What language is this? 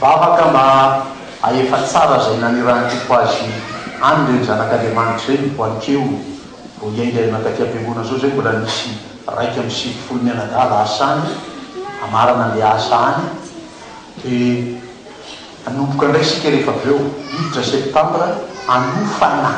Malagasy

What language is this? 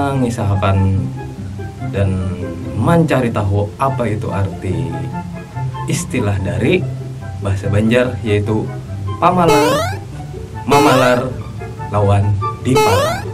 Banjar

